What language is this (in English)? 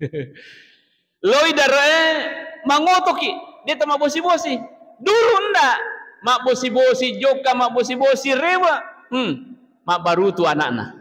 Buginese